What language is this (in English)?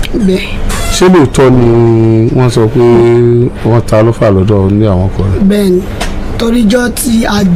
Yoruba